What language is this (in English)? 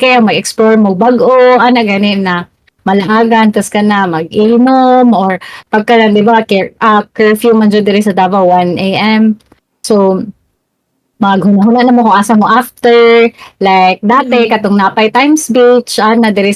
Cebuano